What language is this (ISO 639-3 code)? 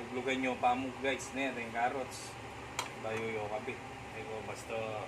pam